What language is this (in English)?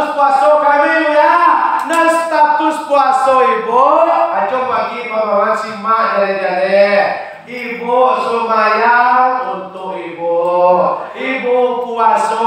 Minangkabau